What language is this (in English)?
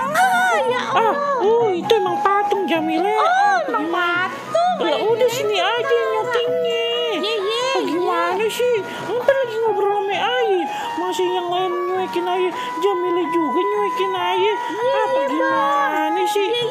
Betawi